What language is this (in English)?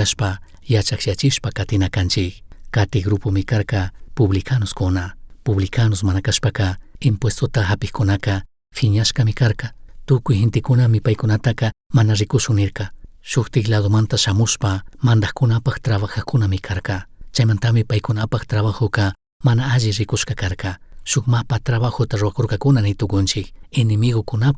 Chimborazo Highland Quichua